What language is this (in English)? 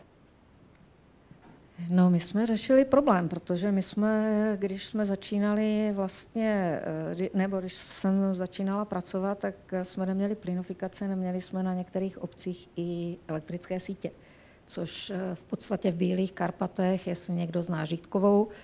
Czech